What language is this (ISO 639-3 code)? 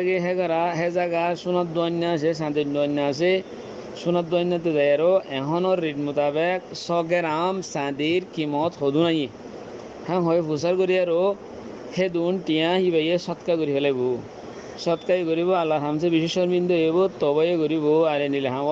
rhg